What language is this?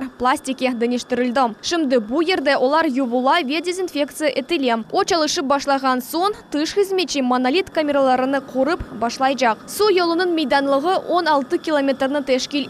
Crimean Tatar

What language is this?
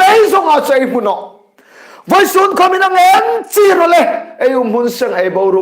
Hmar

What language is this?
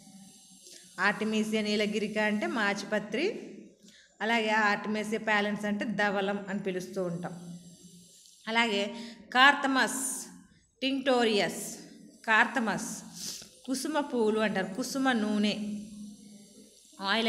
Telugu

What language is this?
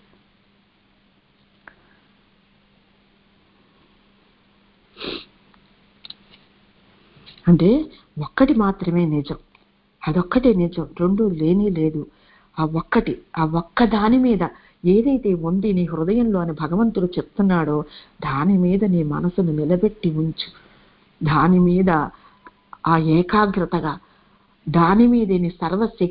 Telugu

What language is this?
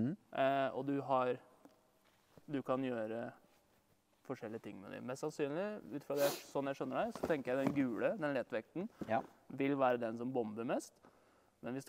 Norwegian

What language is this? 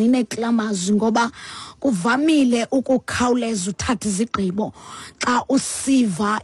Xhosa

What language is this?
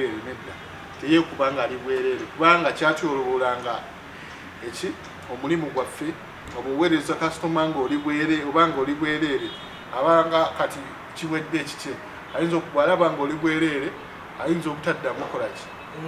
Ganda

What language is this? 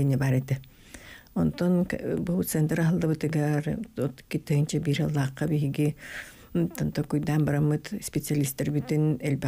Yakut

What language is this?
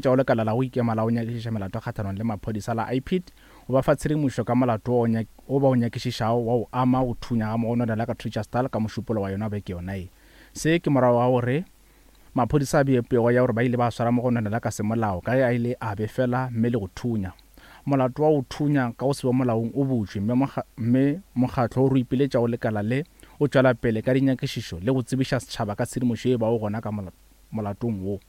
Northern Sotho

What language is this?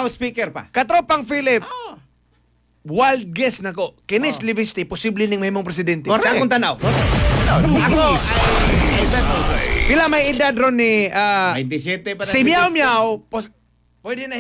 Cebuano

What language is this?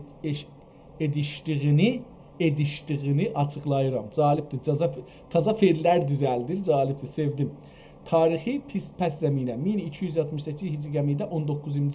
South Azerbaijani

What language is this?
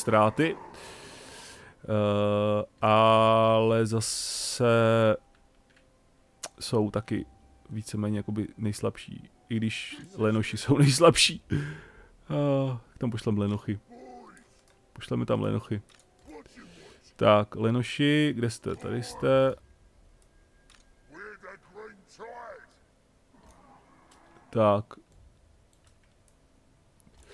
Czech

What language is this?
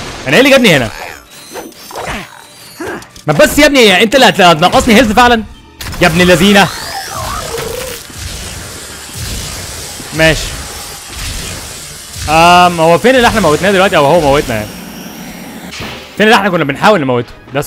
Egyptian Arabic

